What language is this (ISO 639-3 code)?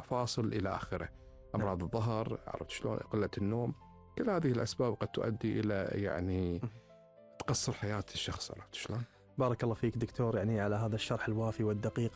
afb